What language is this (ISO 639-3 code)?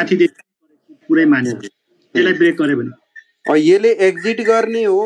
nep